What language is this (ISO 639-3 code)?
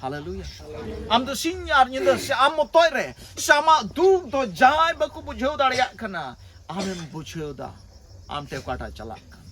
sat